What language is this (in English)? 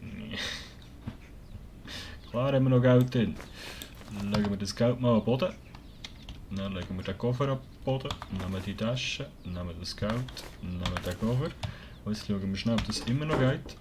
Swiss German